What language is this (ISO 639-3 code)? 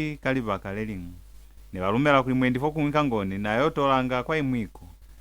loz